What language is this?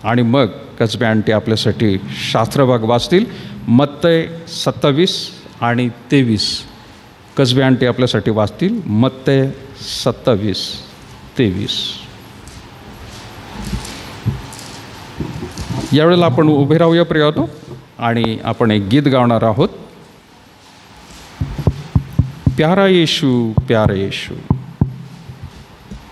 Marathi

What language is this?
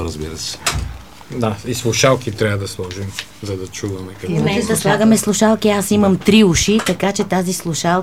Bulgarian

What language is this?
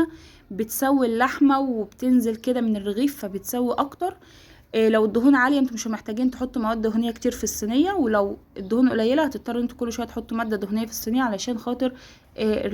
Egyptian Arabic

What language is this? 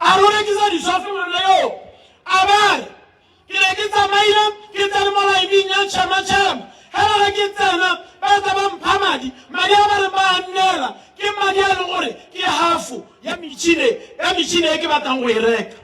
Tswana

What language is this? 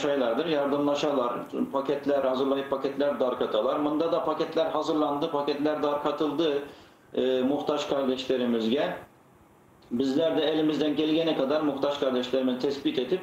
Crimean Tatar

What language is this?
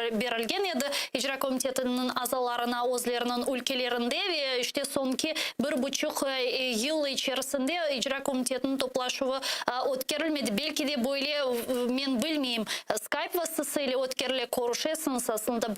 Crimean Tatar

